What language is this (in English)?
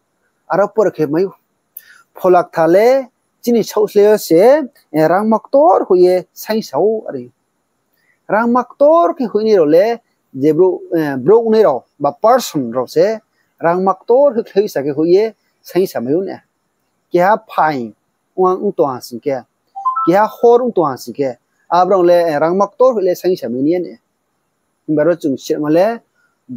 Riang (India)